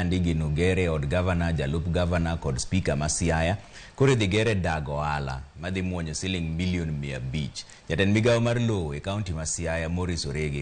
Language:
Luo (Kenya and Tanzania)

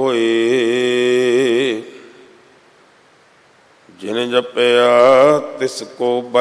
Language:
Punjabi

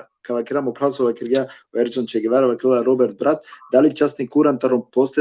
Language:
Balkan Romani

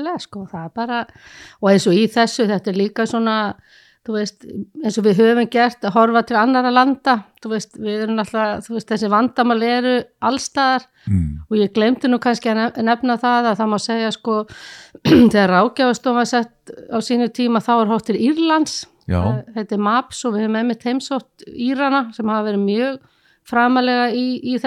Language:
Icelandic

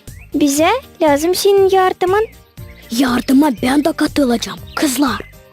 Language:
Gagauz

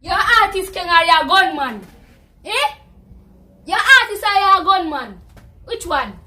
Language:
Jamaican Creole English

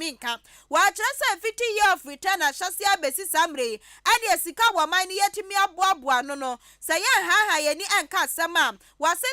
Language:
Akan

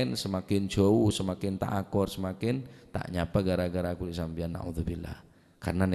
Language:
Madurese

